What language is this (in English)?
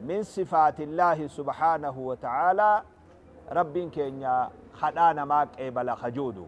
Oromo